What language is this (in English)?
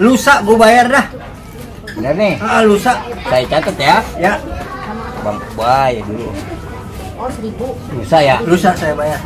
Betawi